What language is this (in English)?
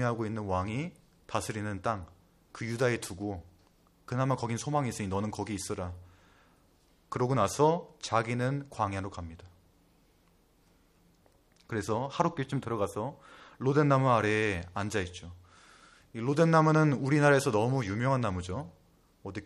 Korean